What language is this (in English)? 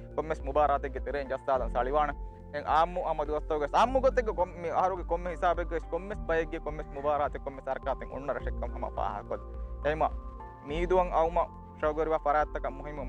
Divehi